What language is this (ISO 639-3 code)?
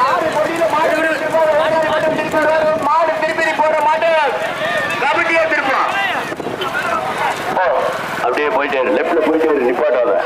tam